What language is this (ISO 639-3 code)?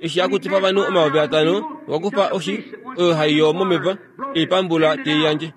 kua